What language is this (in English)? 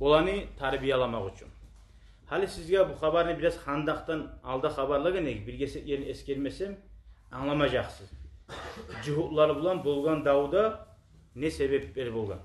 Kumyk